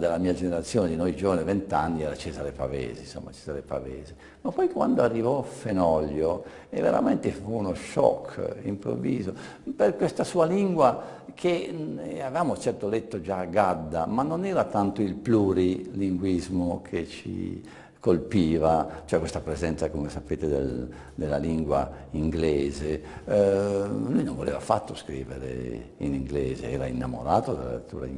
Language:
Italian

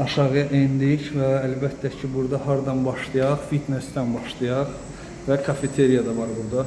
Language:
Azerbaijani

